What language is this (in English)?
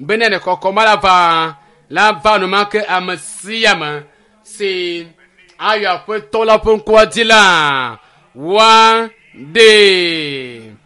Ewe